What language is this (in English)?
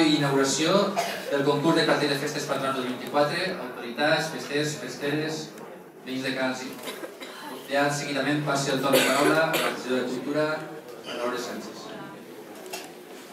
Catalan